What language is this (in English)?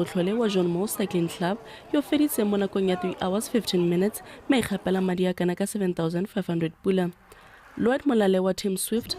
Tswana